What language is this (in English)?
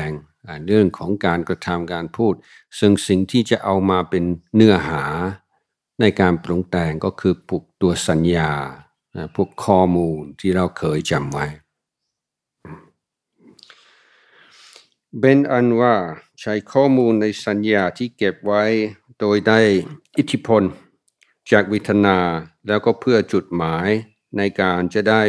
Thai